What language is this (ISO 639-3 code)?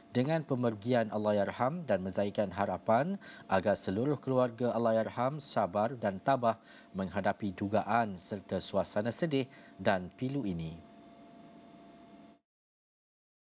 msa